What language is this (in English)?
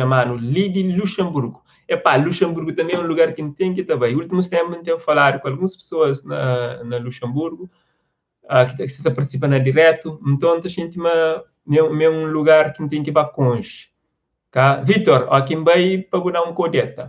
Kabuverdianu